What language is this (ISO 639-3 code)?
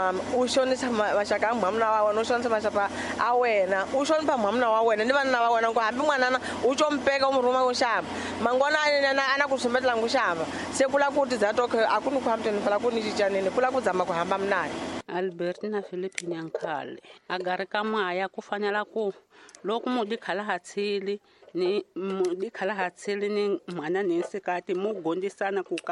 tso